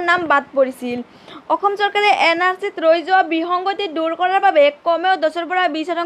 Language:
Assamese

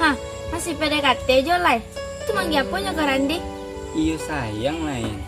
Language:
Minangkabau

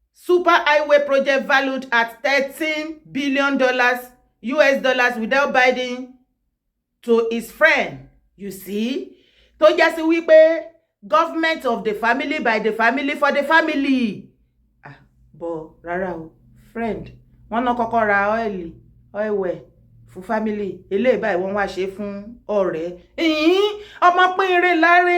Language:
Yoruba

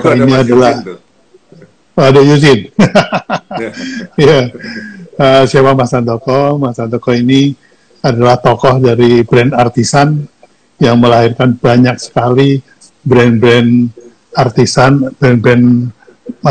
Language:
Indonesian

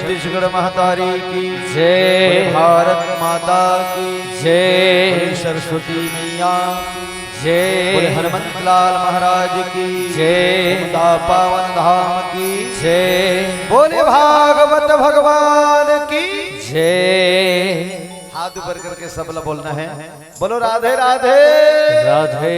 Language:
Chhattisgarhi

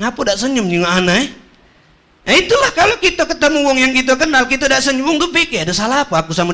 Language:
Musi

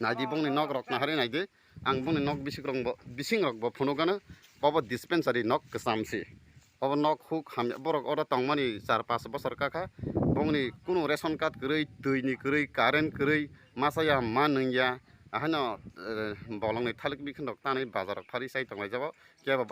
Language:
Kok Borok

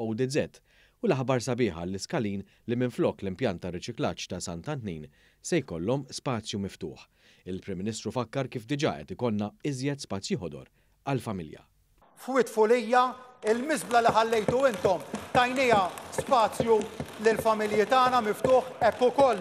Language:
Maltese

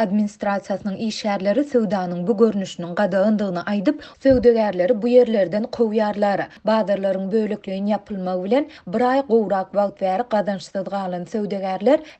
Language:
Turkmen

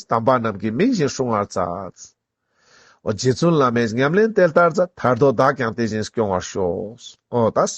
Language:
Ladakhi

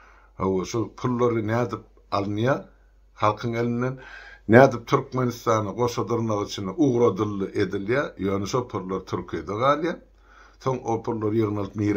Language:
Turkmen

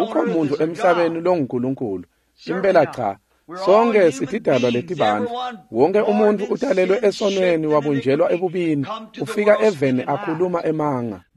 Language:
Swati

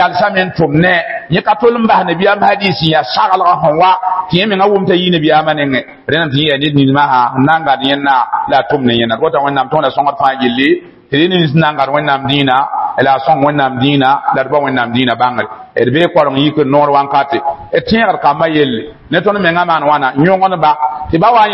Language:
Mossi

